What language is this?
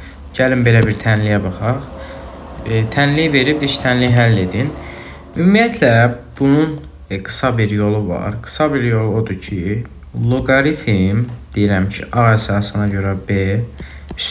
Azerbaijani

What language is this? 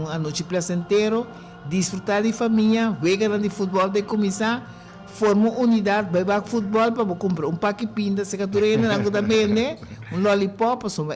Papiamento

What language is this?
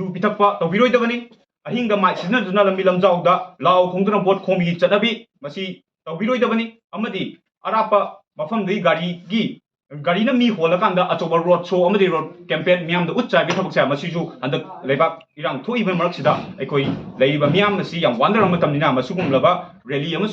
Manipuri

